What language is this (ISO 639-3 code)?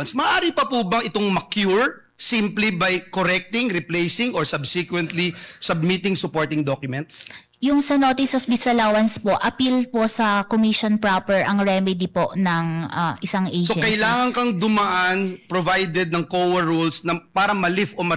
fil